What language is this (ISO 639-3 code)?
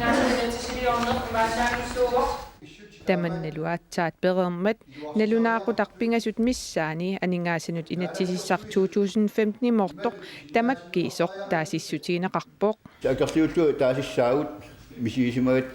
kal